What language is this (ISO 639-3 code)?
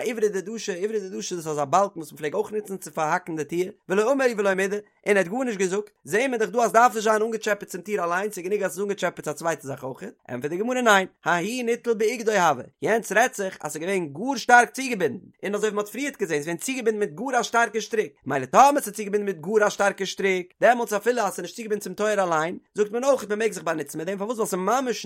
yid